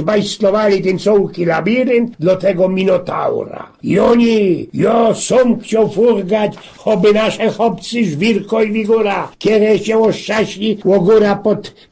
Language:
Silesian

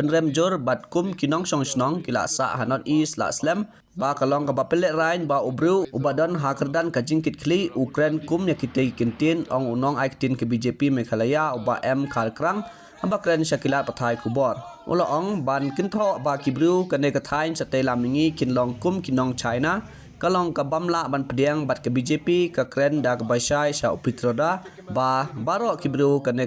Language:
Khasi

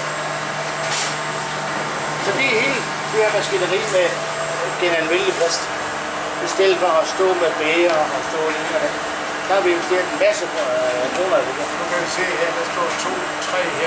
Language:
Danish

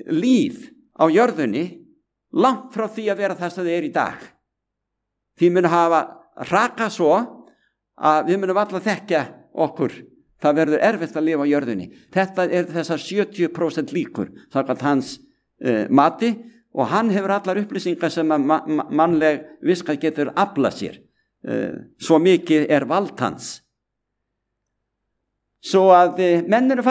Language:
Icelandic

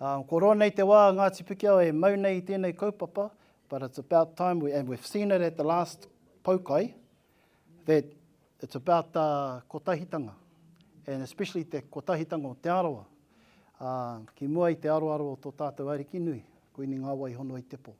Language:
Māori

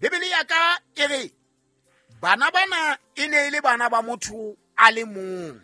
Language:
Southern Sotho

